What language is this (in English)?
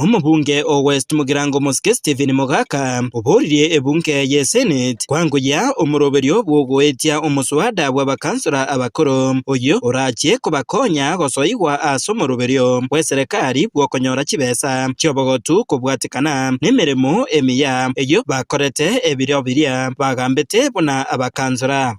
Gusii